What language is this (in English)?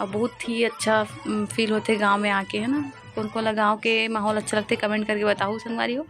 Chhattisgarhi